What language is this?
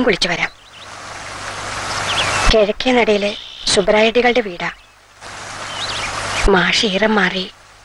Malayalam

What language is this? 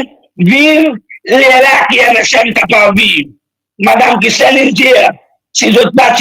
Morisyen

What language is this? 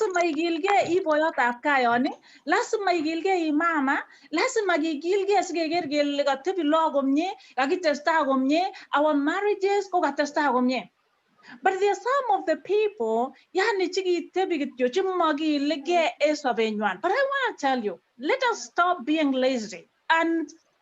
Kalenjin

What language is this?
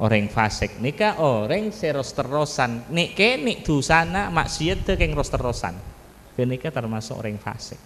Madurese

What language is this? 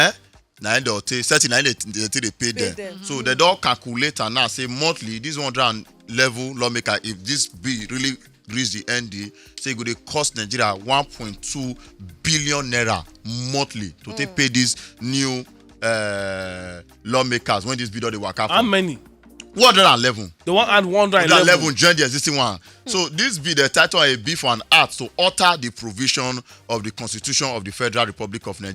Nigerian Pidgin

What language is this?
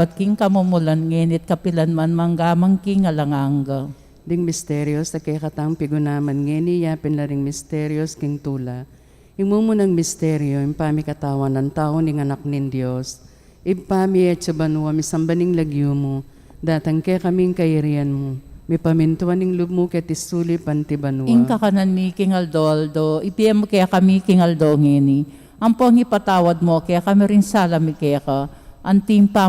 Pampanga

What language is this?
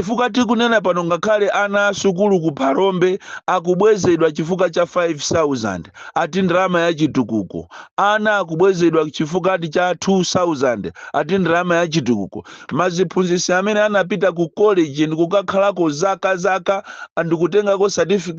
Nyanja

